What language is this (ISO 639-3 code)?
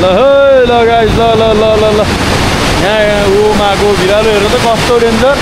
nep